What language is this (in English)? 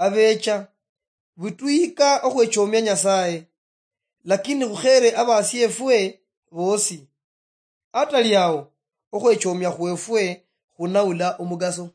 Luyia